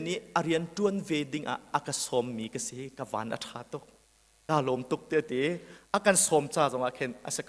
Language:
Hakha Chin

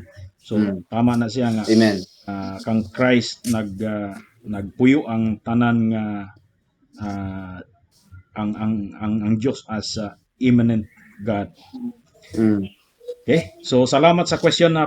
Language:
Cebuano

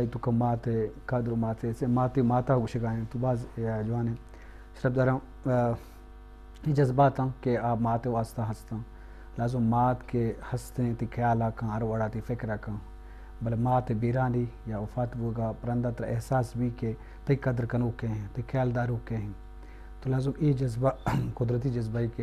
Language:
Eastern Balochi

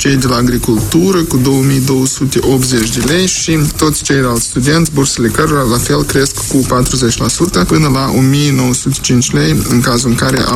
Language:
Romanian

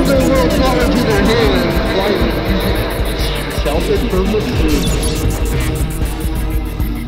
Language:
English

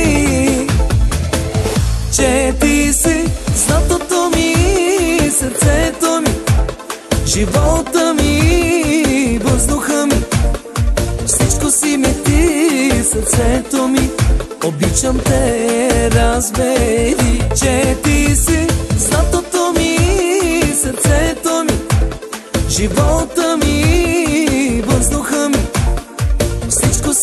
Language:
Bulgarian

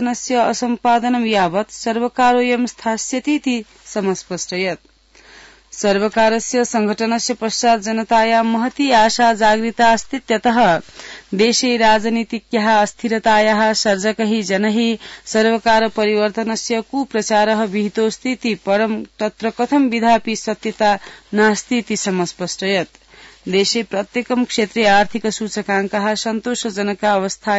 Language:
Sanskrit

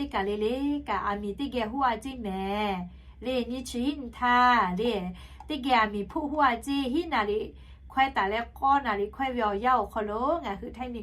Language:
Lahu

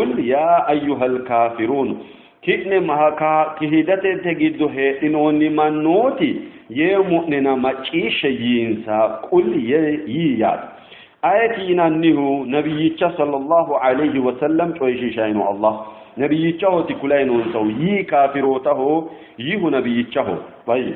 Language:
Sidamo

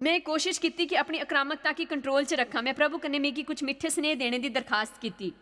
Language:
Dogri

